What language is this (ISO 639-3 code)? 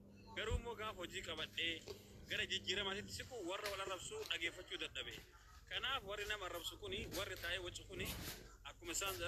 orm